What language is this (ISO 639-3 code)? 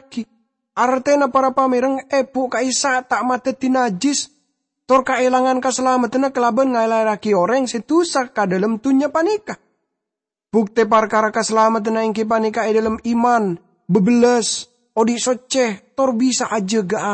mad